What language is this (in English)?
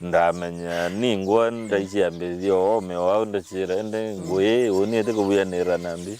Meru